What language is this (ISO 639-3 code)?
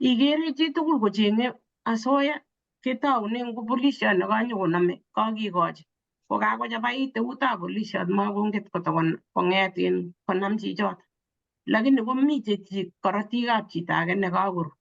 kln